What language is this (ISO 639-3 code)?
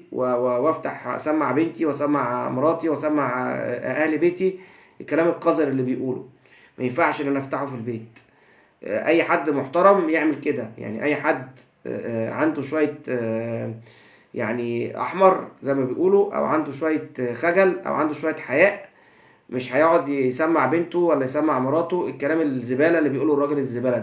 arz